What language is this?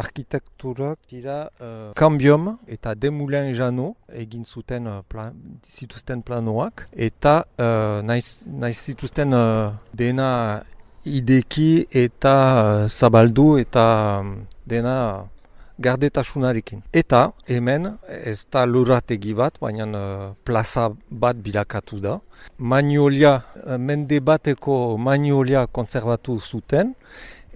Basque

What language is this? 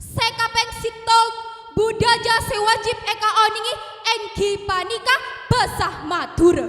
Madurese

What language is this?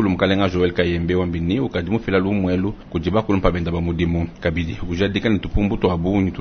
Luba-Lulua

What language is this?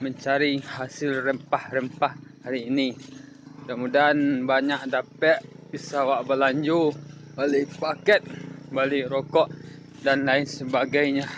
Minangkabau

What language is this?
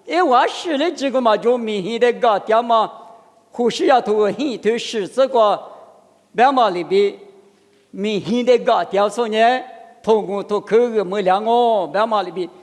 Lisu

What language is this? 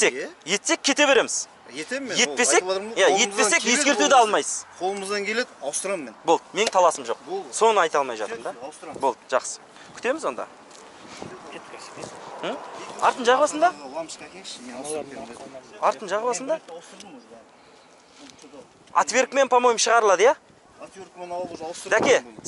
Kazakh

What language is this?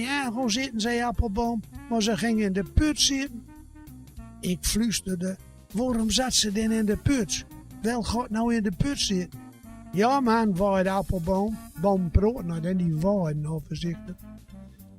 Gronings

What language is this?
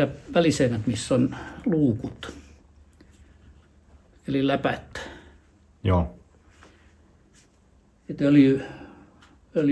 Finnish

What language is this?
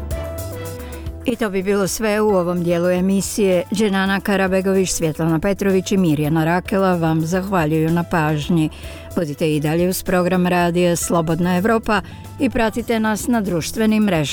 Bosnian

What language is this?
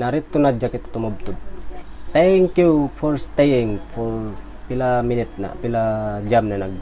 Tausug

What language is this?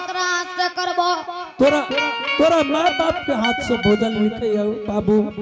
Angika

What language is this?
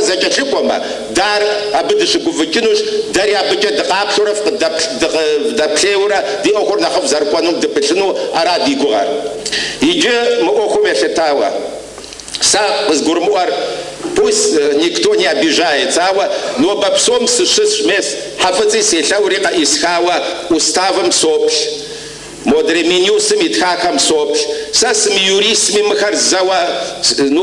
Kabardian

